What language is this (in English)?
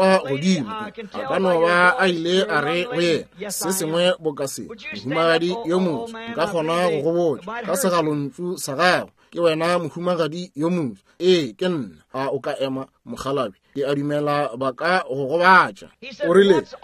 Northern Sotho